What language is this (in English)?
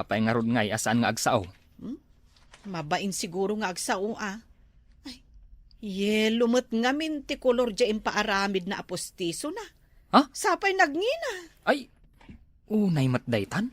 Iloko